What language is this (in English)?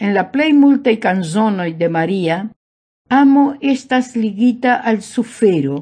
Esperanto